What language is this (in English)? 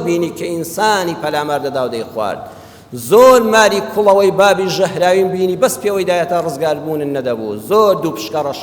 Central Kurdish